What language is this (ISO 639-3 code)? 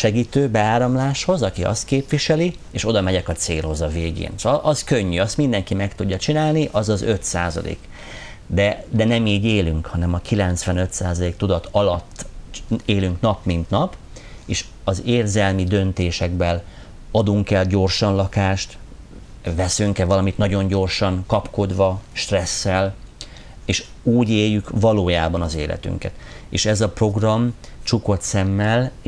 hun